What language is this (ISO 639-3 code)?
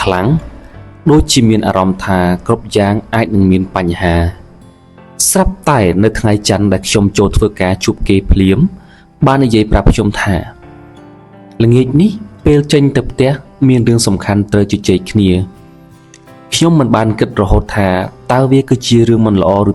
khm